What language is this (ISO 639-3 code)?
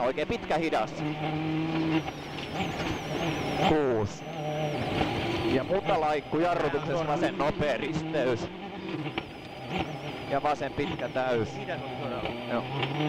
fin